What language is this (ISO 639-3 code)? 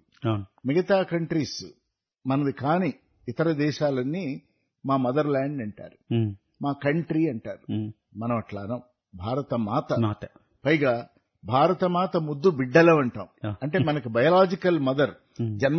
tel